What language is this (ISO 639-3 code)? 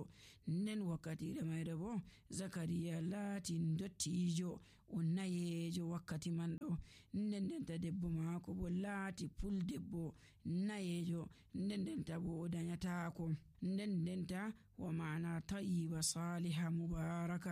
fuv